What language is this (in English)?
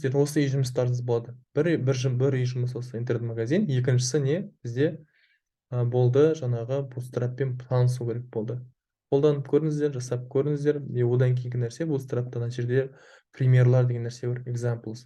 Kazakh